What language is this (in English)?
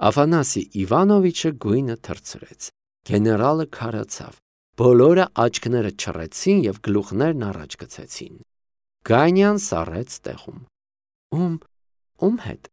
Armenian